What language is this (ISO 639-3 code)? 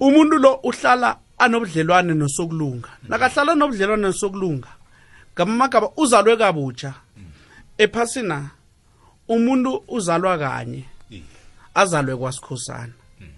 nbl